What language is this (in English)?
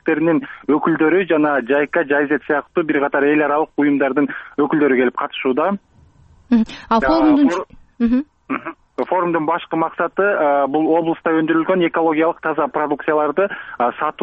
Kyrgyz